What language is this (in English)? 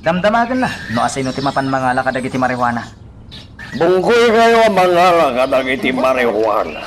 Iloko